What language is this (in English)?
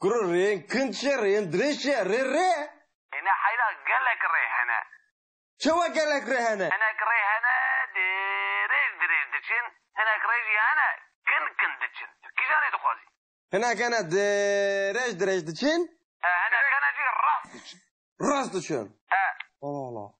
Kurdish